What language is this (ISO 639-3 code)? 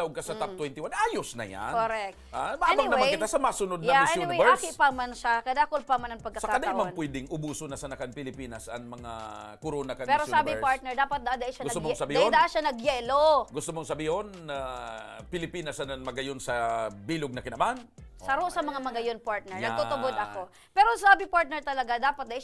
bik